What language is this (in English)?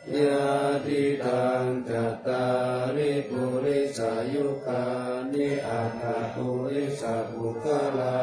Pali